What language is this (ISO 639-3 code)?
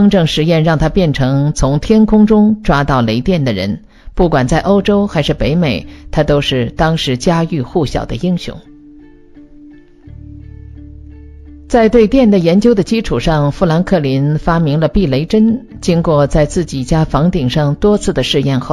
zho